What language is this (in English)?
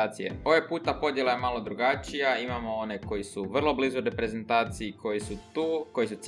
Croatian